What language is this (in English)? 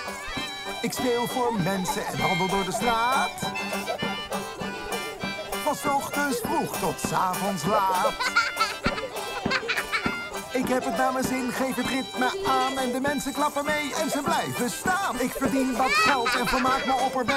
Dutch